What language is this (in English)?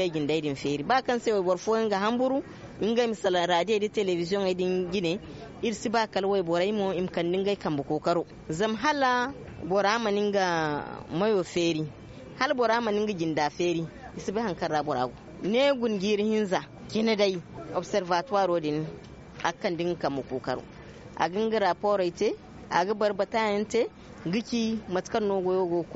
Zarma